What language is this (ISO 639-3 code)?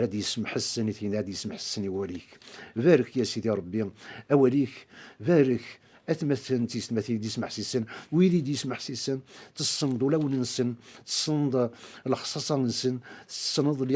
kab